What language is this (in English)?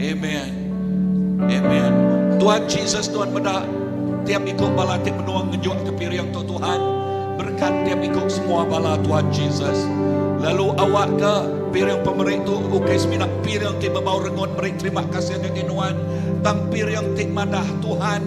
Iban